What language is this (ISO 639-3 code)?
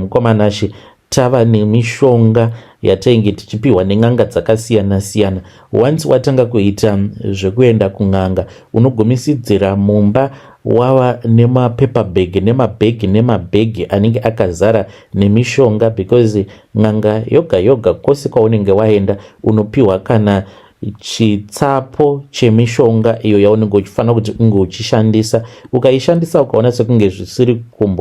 sna